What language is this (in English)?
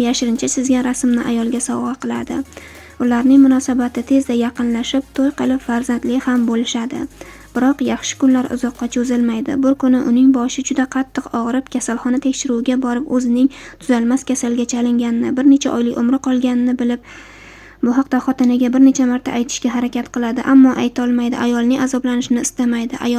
Uzbek